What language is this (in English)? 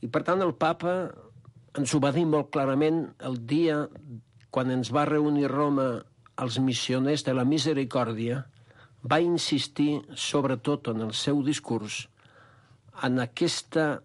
Catalan